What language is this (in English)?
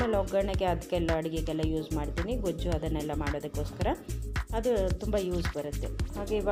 Kannada